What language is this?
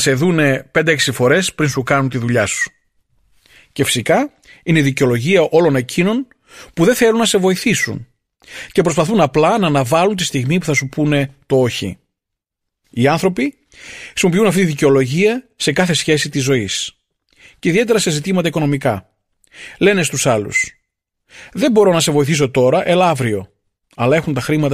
Greek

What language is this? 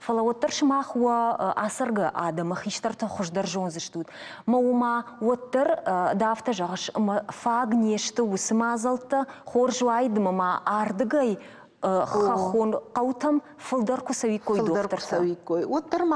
Ossetic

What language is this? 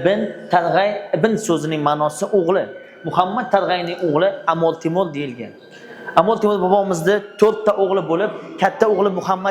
Uzbek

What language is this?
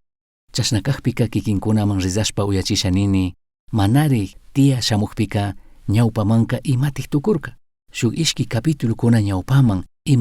Chimborazo Highland Quichua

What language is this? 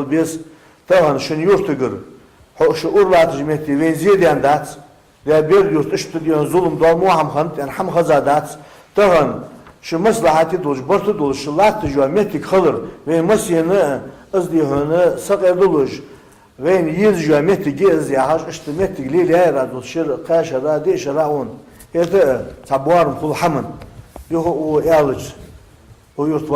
Ingush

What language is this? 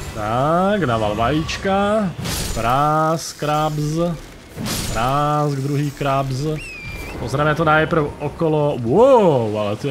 Slovak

